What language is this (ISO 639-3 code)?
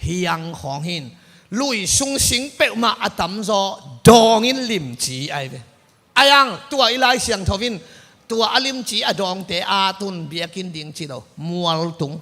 ctd